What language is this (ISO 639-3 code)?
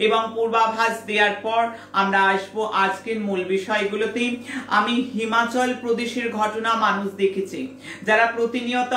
ben